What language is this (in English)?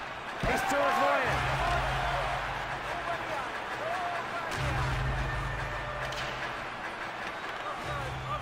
Czech